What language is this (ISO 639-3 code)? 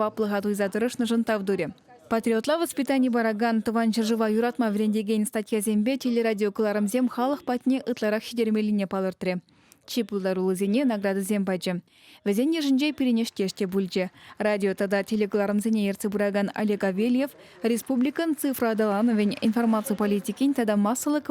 chv